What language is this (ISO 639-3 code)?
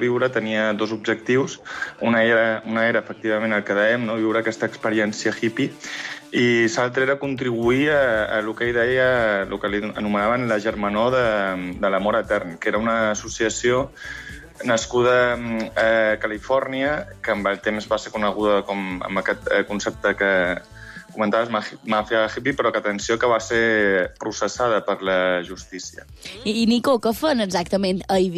cat